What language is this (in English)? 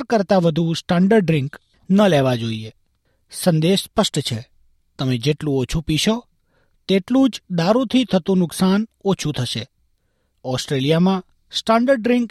Gujarati